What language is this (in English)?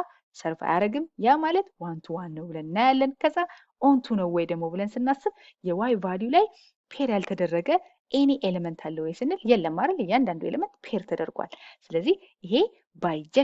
Amharic